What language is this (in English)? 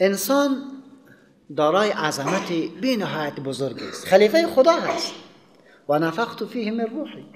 Persian